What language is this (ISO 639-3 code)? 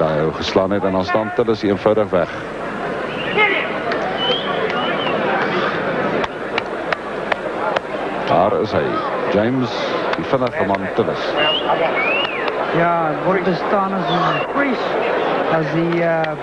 afr